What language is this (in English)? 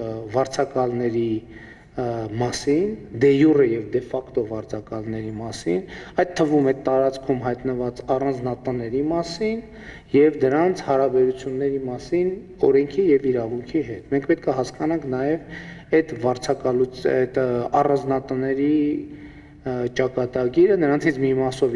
Armenian